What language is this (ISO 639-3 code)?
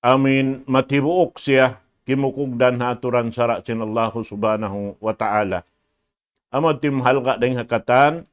tsg